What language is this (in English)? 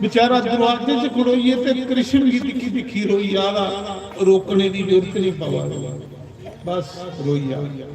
Dogri